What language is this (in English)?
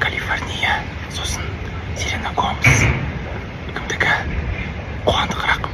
Kazakh